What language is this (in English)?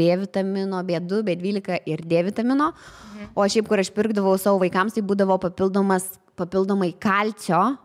Lithuanian